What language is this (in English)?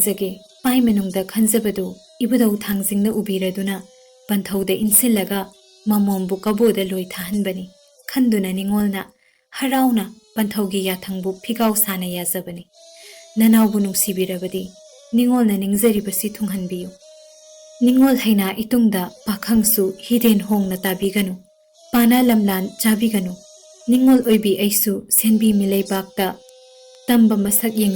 Manipuri